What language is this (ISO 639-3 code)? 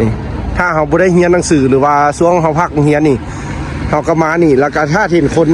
lao